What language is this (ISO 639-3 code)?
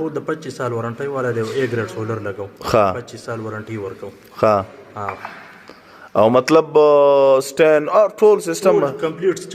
pus